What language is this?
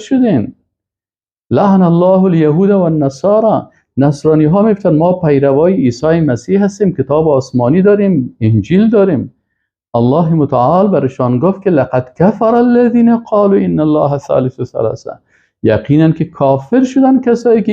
Persian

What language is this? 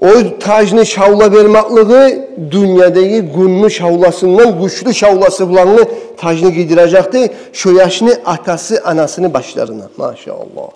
Kumyk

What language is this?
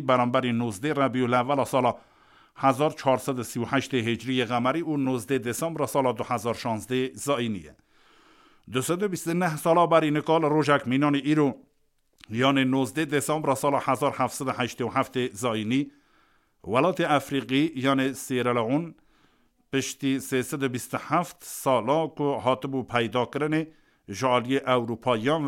Kurdish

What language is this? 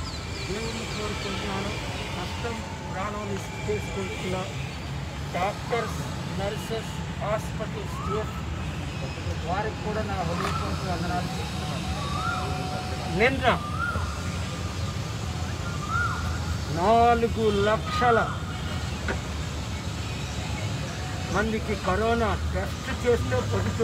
Telugu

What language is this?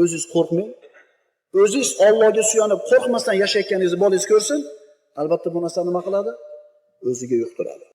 Uzbek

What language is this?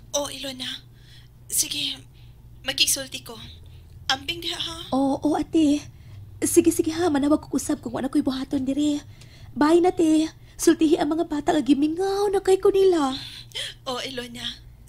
Cebuano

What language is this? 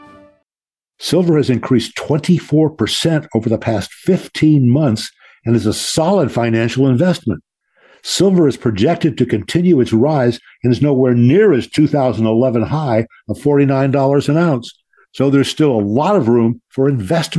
English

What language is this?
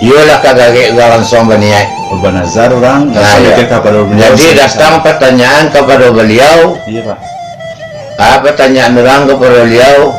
Minangkabau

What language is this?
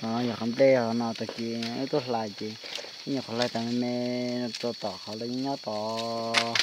Hmong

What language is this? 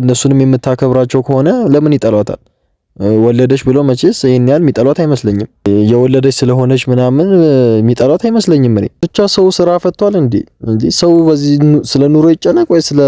Amharic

